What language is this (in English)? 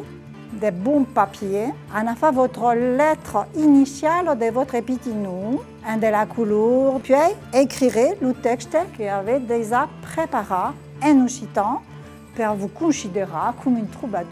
Occitan